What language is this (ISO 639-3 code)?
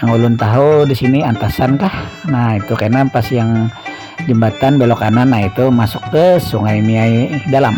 bjn